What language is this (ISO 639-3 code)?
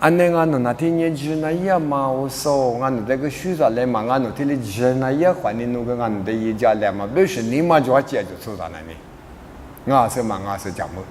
lis